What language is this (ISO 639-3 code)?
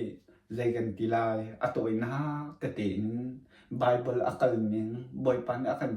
cnh